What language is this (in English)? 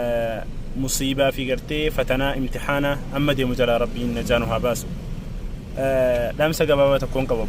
Oromo